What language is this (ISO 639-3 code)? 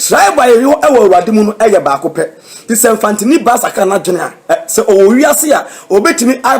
aka